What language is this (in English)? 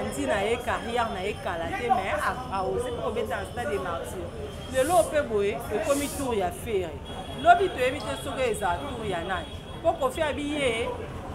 Lingala